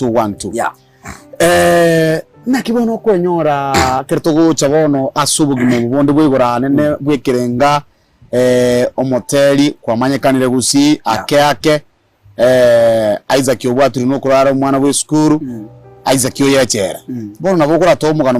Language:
Gusii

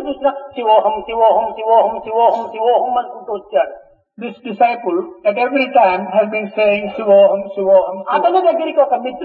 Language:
Telugu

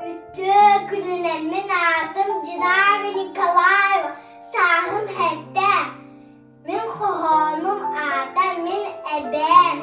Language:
Yakut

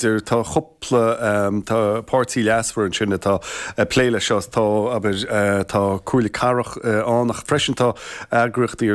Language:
Irish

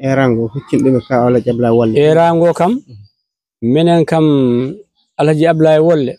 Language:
Fula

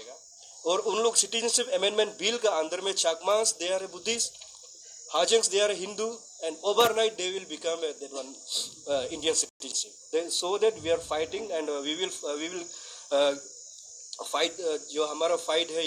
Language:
Karbi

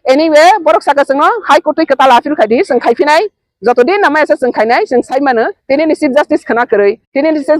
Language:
Riang (India)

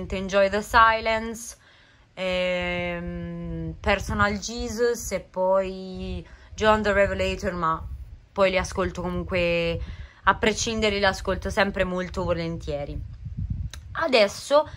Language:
Italian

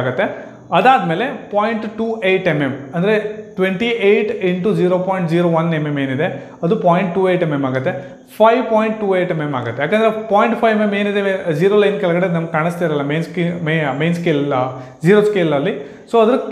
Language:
Kannada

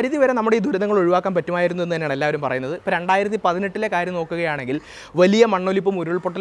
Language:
Malayalam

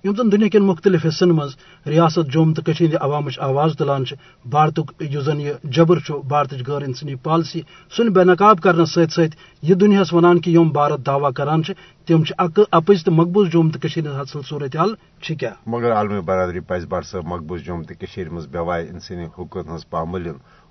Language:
Kashmiri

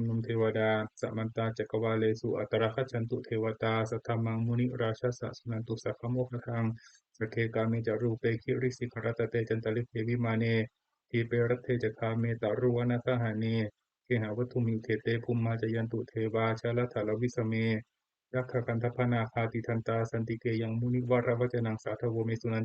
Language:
Pali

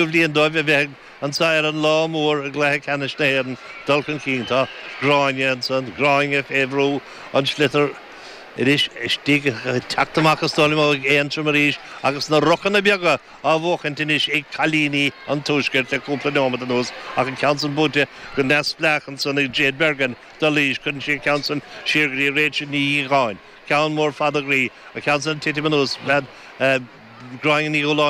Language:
Irish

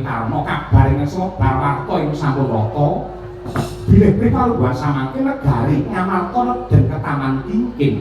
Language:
Javanese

